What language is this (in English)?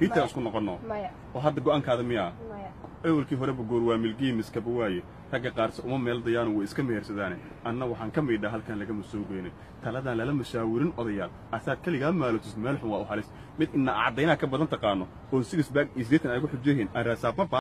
Somali